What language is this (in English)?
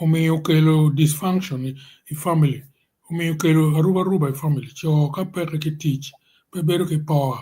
Acoli